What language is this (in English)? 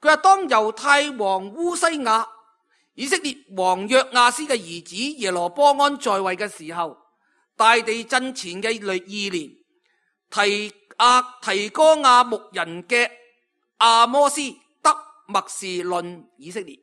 Cantonese